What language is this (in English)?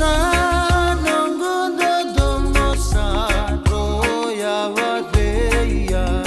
Fijian